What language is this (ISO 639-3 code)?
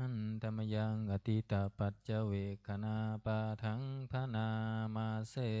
pli